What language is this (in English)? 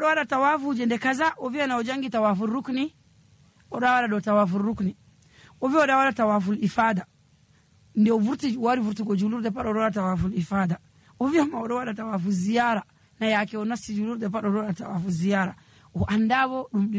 Nigerian Fulfulde